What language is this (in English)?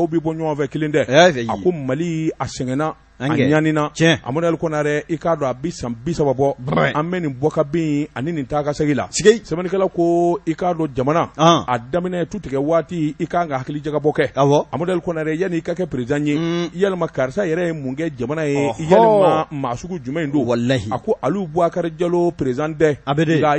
Bambara